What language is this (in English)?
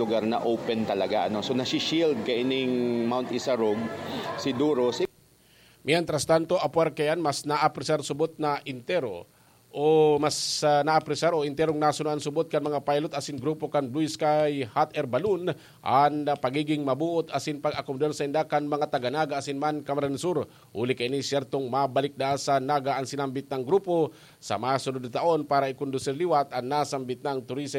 Bikol